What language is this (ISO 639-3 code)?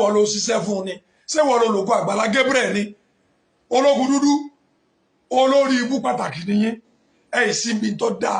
yor